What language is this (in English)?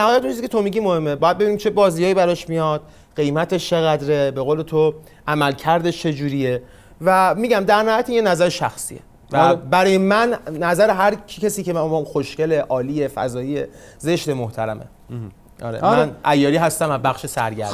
Persian